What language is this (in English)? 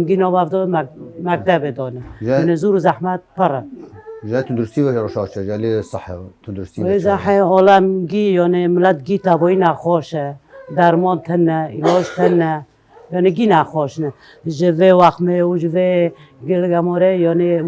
Kurdish